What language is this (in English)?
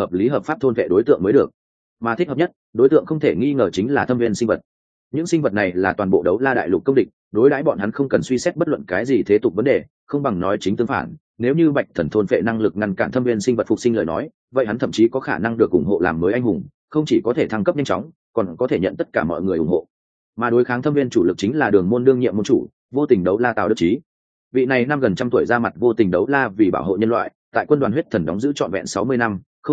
Vietnamese